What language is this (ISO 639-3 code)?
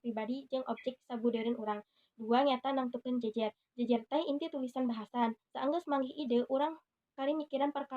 sun